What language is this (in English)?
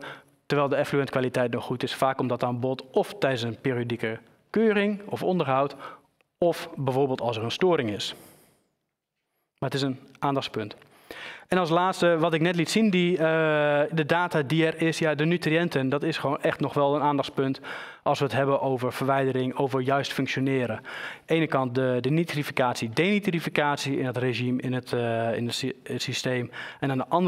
Dutch